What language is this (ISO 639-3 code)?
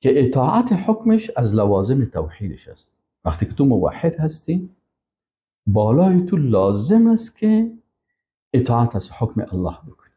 fas